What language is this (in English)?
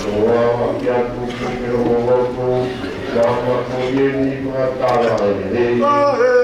Tongan